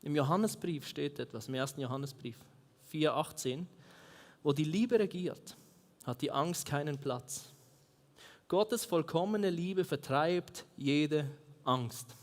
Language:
Swiss German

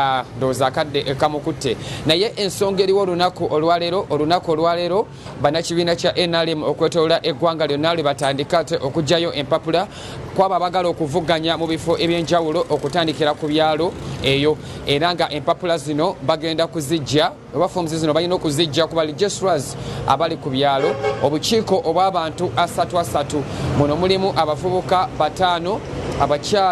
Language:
Ganda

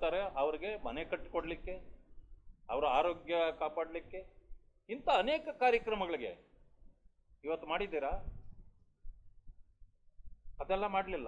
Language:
Kannada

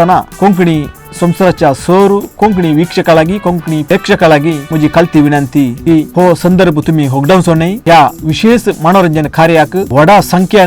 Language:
Konkani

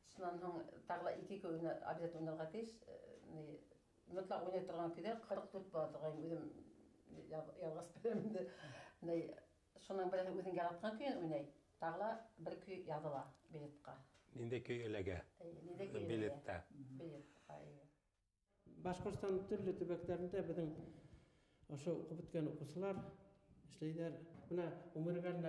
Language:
Bashkir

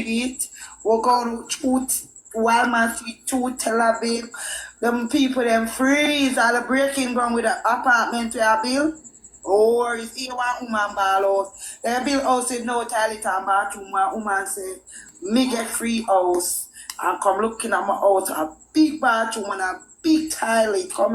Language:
Jamaican Creole English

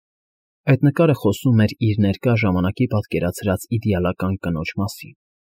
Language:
Armenian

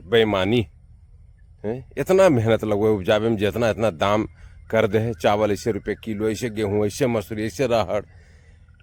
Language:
Magahi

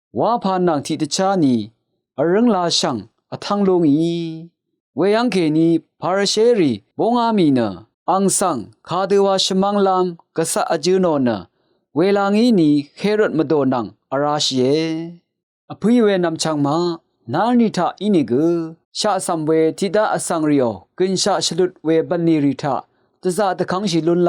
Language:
Rawang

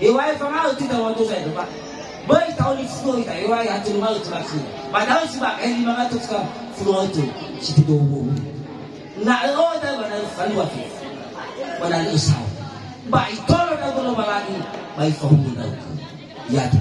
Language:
Nias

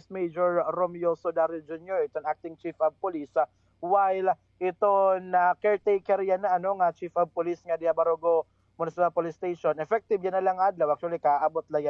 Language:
Waray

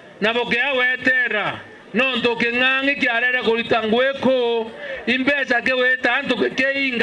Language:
Meru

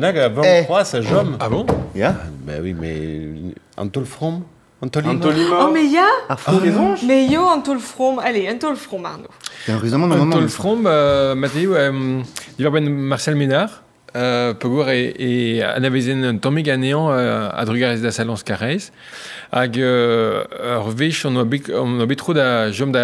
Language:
Breton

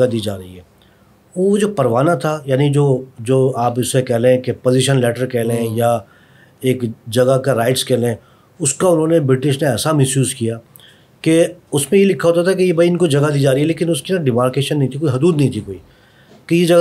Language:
Urdu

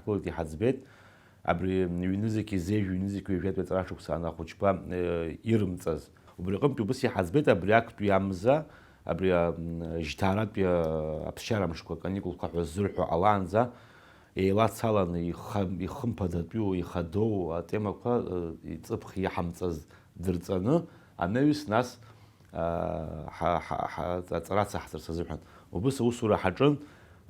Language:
Abkhazian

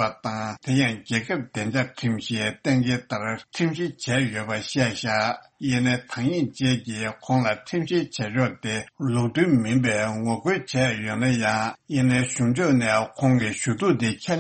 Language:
Tibetan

